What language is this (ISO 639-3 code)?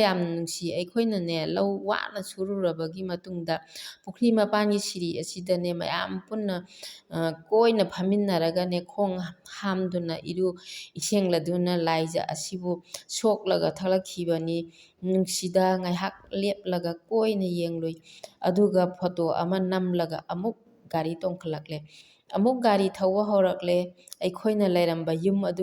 mni